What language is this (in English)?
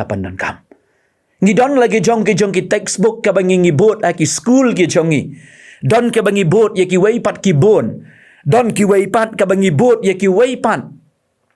Khasi